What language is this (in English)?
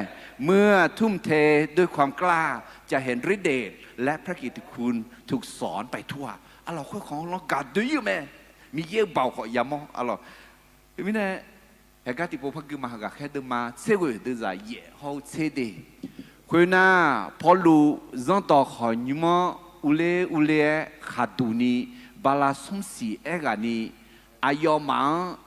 Akha